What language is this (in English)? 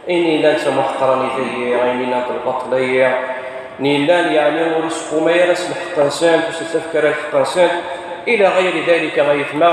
Kabyle